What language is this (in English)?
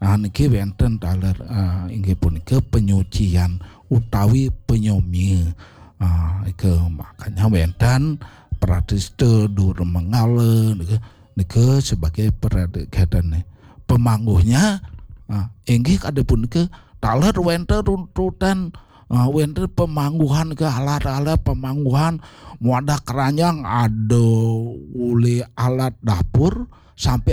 Balinese